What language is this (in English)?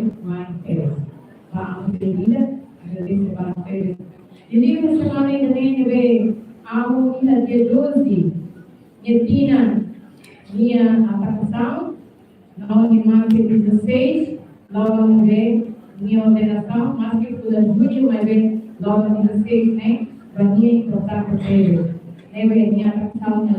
Tetum